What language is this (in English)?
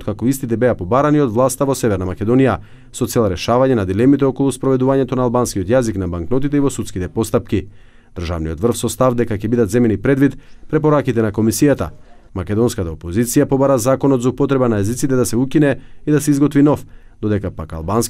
Macedonian